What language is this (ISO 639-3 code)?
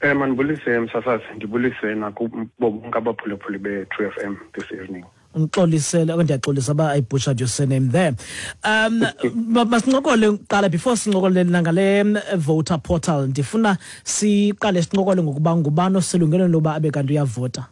xho